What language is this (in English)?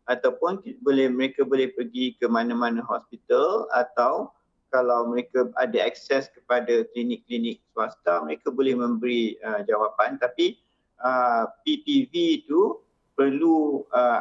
Malay